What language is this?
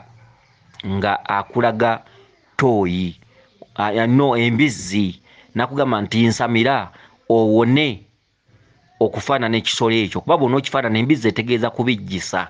Ganda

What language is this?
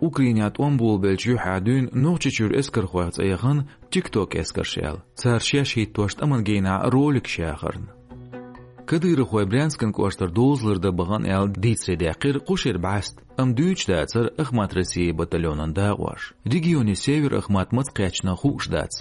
Chechen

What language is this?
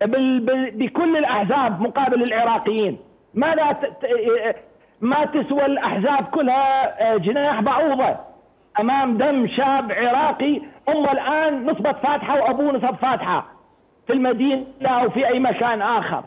Mesopotamian Arabic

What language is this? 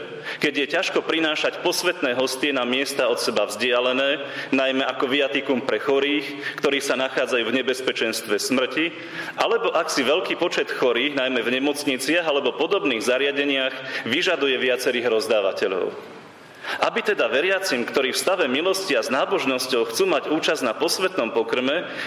Slovak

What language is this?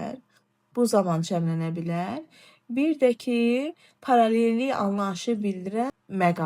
Azerbaijani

